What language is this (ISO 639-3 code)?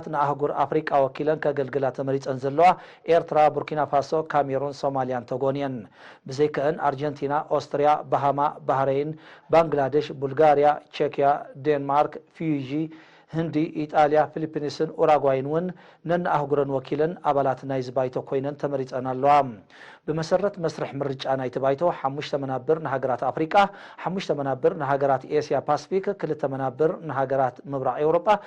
tir